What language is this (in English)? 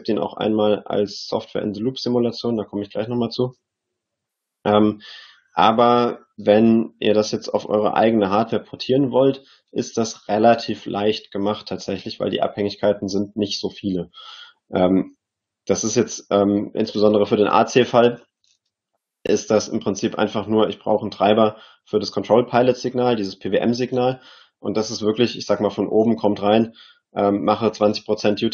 German